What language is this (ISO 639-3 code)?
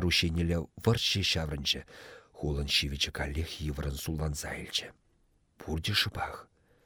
chv